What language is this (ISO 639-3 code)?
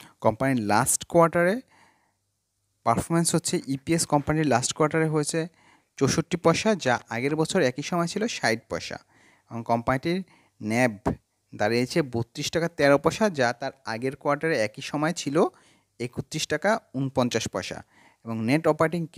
ben